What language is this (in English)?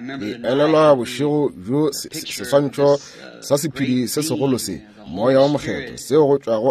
Northern Sotho